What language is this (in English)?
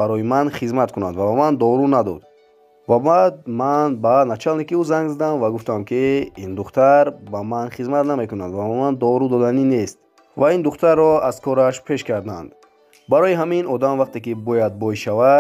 Tajik